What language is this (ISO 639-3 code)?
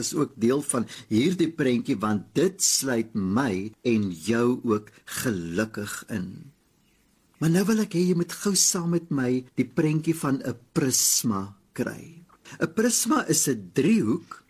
afr